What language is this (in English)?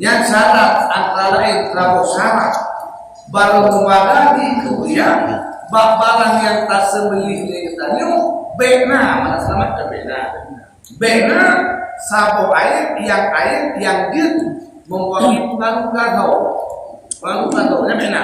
Achinese